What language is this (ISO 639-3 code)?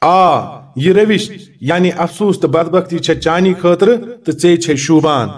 kas